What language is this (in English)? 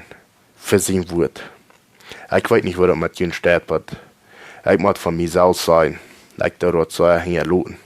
Plautdietsch